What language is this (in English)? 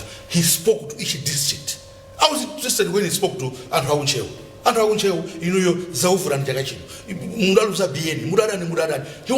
Nyanja